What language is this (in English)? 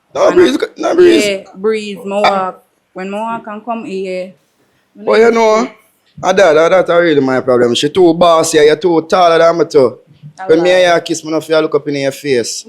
Jamaican Creole English